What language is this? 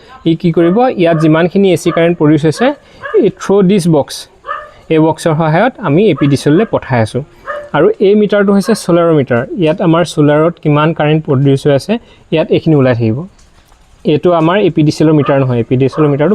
Assamese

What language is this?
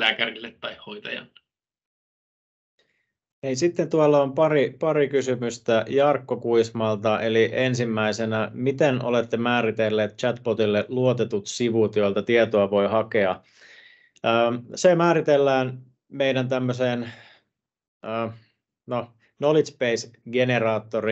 Finnish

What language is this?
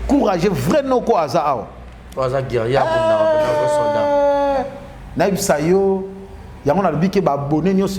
Lingala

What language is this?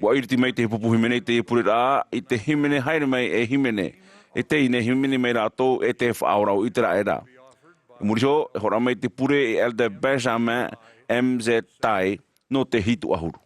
Tahitian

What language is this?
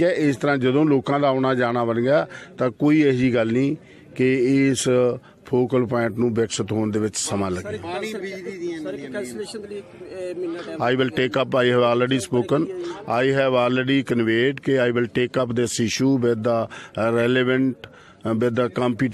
Punjabi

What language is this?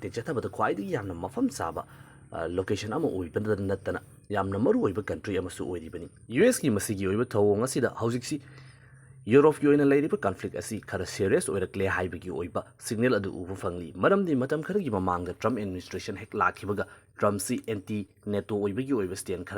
Manipuri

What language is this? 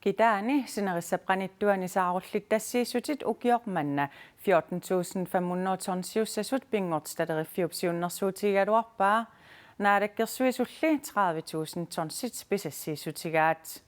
Kalaallisut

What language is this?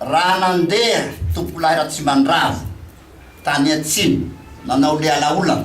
Malagasy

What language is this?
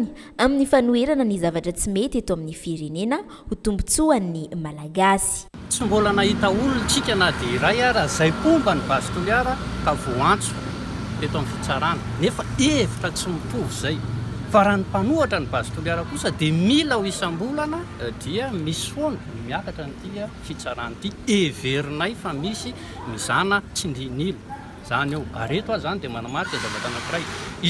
Malagasy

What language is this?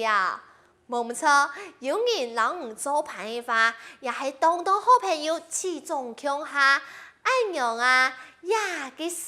Hakka Chinese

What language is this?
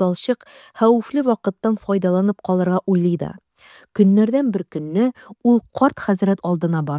Tatar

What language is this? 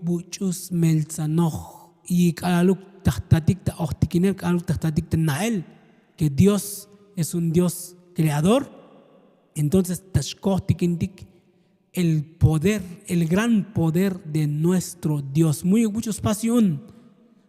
Tzotzil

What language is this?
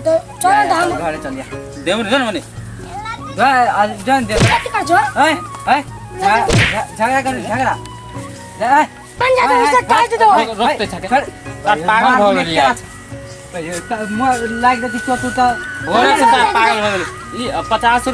Maithili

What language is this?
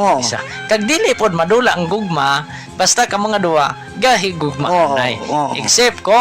Hiligaynon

